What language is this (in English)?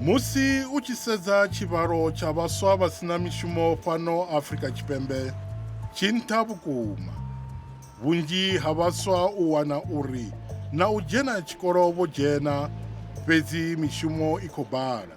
Venda